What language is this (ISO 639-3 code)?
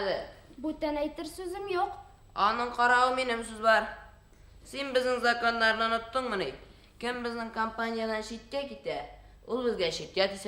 bak